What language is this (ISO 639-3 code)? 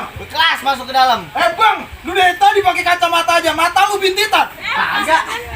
bew